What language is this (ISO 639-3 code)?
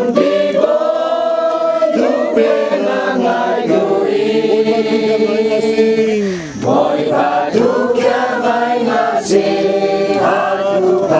cfm